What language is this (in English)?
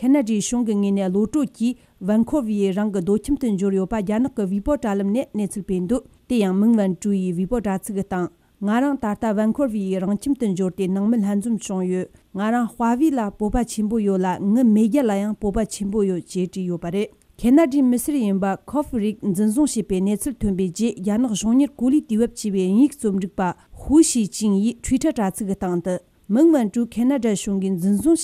Tibetan